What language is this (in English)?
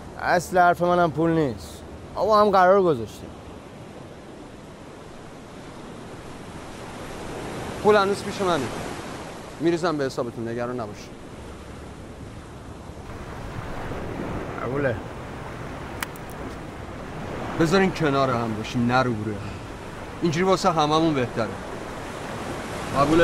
Persian